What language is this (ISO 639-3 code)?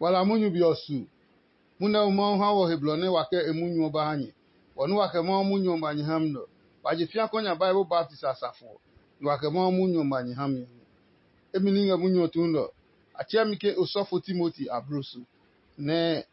ada